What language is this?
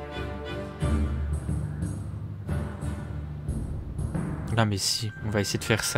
French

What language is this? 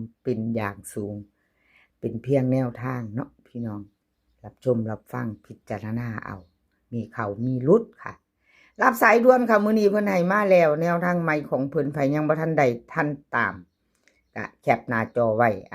Northeastern Thai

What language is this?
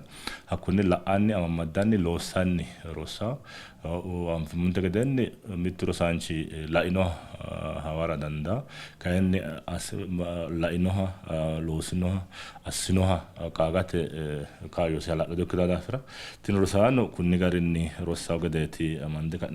Sidamo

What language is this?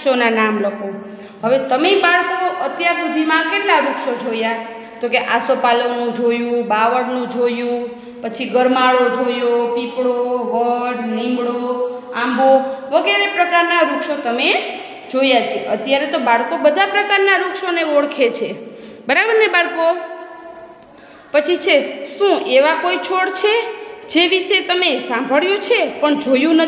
Gujarati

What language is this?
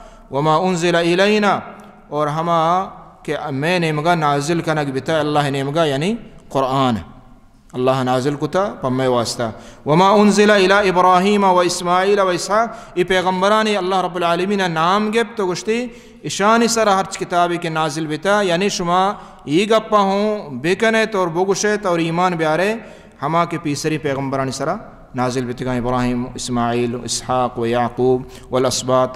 Baluchi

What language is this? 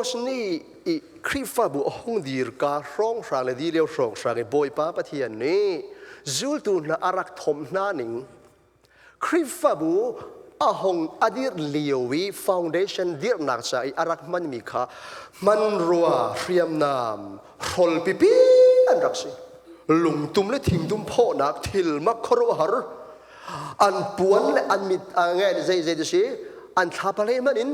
Hakha Chin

